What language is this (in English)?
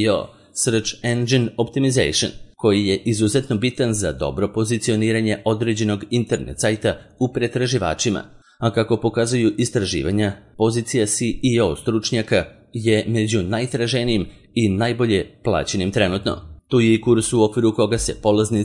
Serbian